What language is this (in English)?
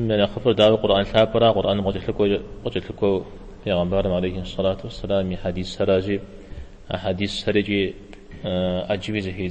Kabardian